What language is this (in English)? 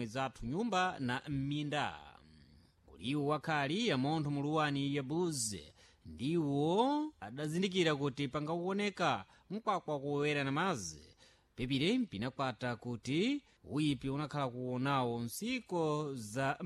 Sena